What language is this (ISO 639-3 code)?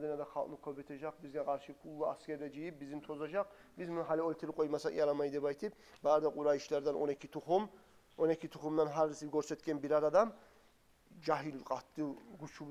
kum